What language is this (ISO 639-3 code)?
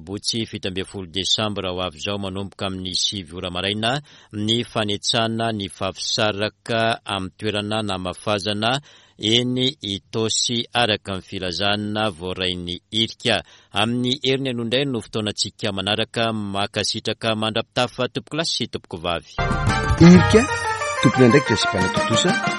mlg